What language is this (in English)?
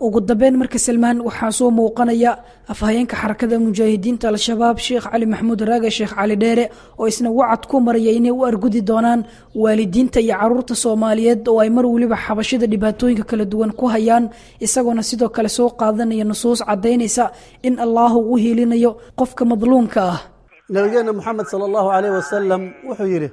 Somali